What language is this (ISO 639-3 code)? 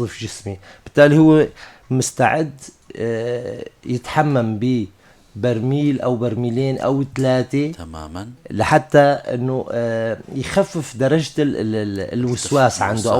apc